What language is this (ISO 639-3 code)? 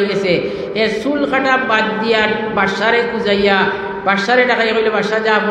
syl